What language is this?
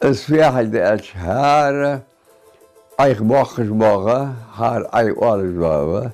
Ingush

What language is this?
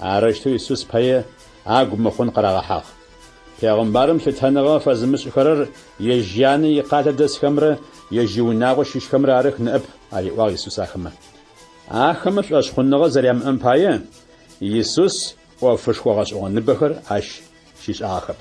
Adyghe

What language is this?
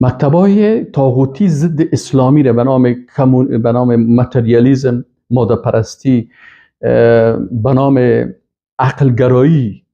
Persian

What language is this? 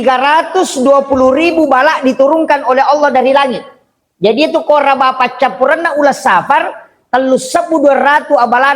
Buginese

